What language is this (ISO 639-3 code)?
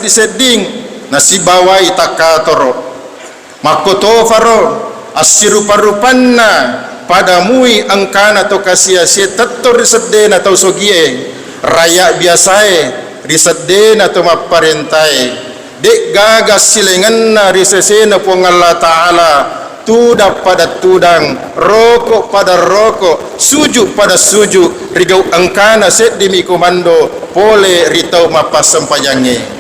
bug